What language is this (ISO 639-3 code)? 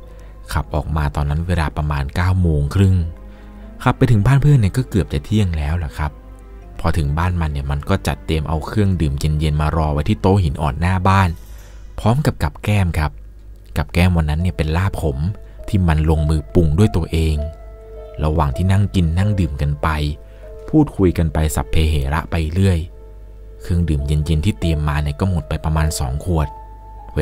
tha